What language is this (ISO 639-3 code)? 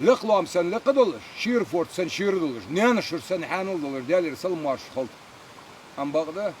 inh